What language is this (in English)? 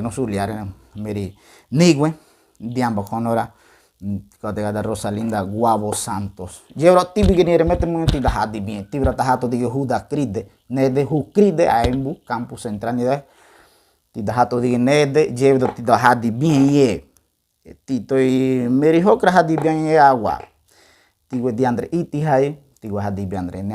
Ngäbere